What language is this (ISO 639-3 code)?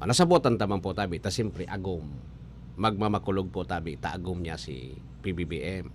bik